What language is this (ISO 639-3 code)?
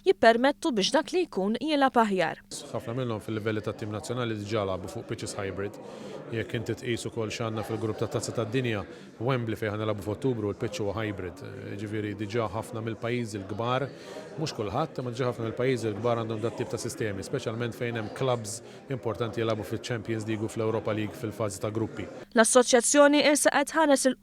mlt